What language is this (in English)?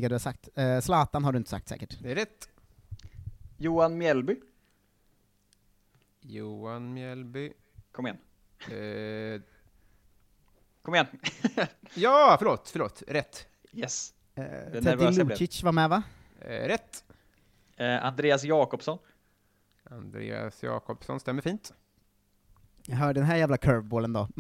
Swedish